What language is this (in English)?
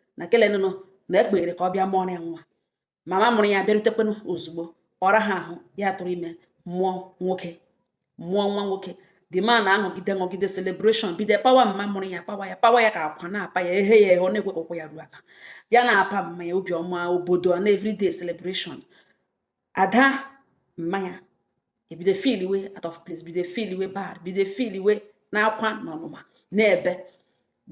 Igbo